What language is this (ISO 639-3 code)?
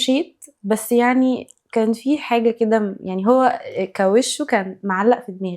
arz